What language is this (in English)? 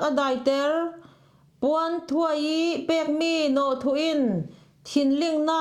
Falam Chin